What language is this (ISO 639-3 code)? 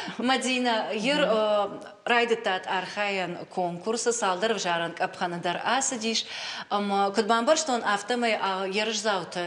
oss